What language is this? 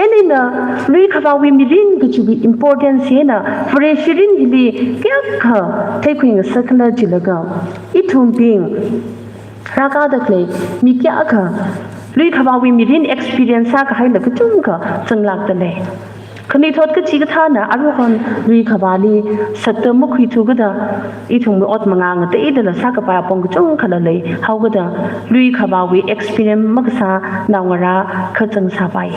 Tangkhul Naga (India)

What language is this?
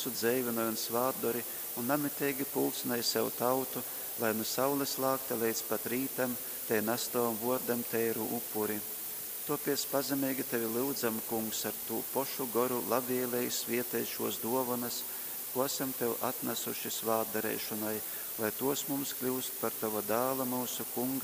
Latgalian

